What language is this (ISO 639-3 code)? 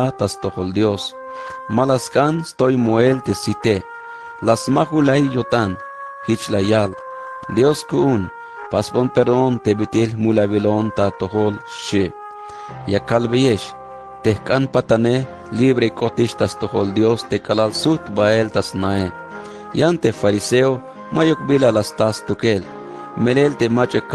tzh